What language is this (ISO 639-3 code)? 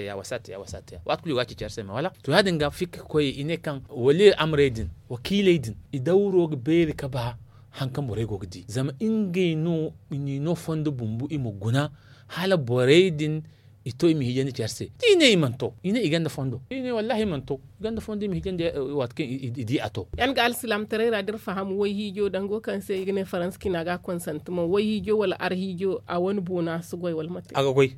dje